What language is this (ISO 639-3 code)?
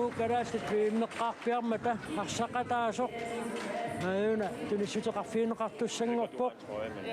kal